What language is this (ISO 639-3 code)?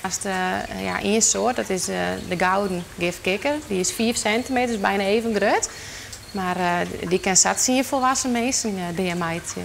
fry